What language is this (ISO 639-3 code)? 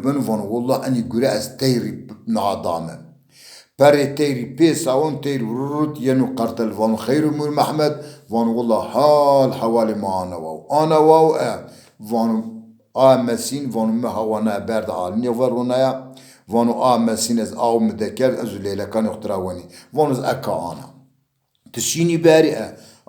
zza